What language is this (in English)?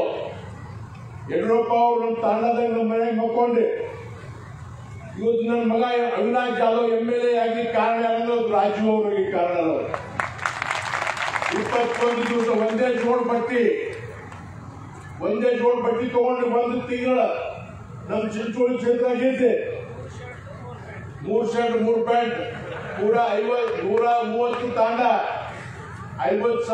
Kannada